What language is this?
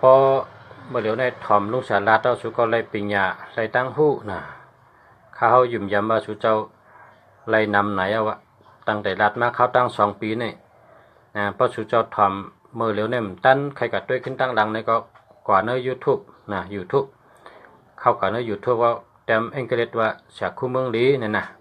Shan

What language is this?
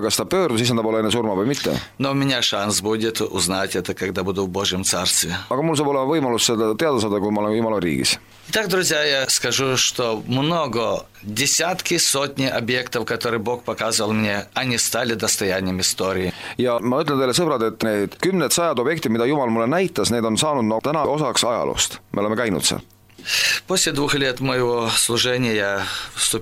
Estonian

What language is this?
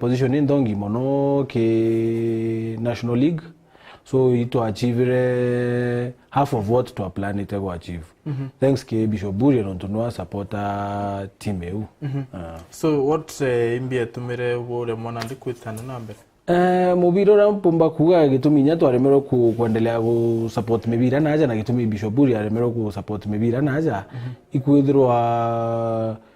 Meru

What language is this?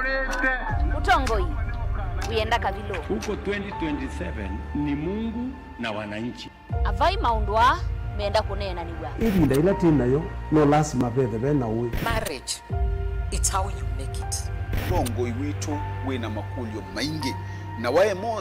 Kamba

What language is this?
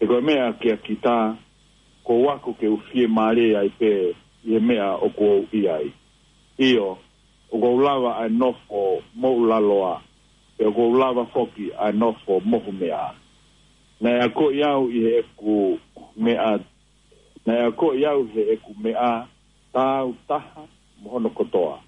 Tongan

